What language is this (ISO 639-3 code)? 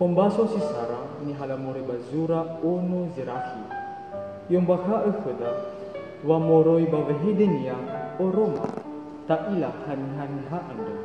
nia